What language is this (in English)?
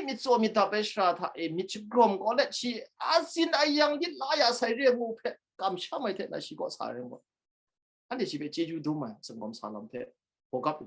Kachin